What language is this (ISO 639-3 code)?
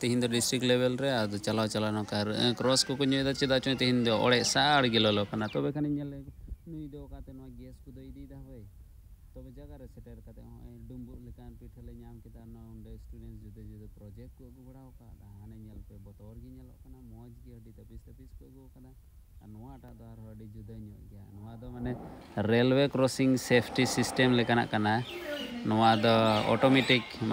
sat